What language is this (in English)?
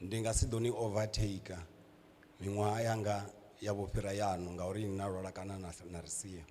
Venda